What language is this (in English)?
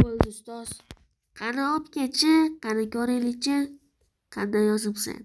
Uzbek